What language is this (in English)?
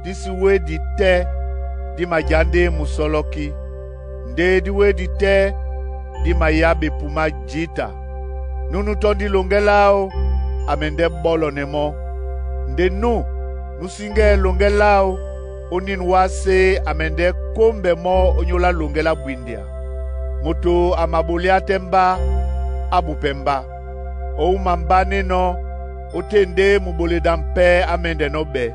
Duala